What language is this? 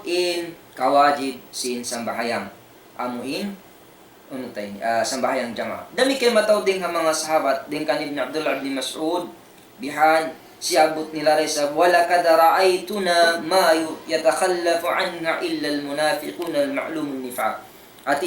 Tausug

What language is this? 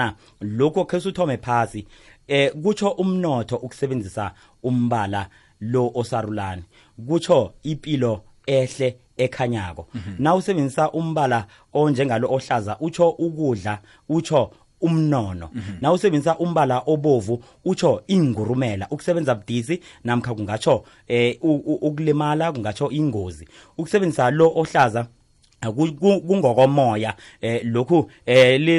South Ndebele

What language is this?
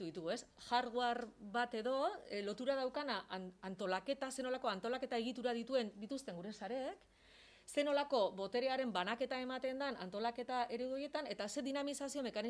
Basque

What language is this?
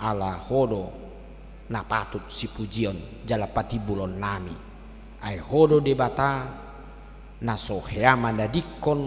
Batak Toba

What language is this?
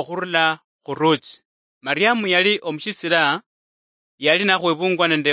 Luyia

